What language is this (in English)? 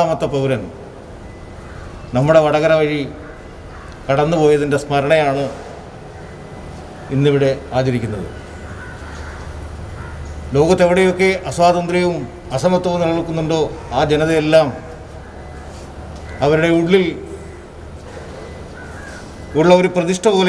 Malayalam